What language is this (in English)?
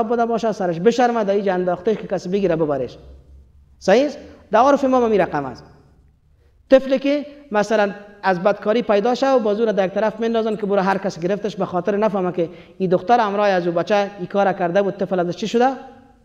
Persian